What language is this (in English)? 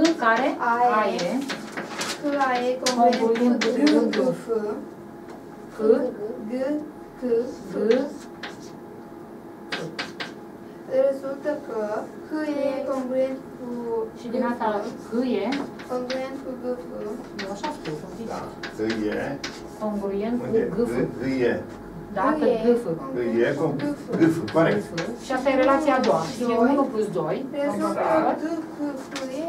Romanian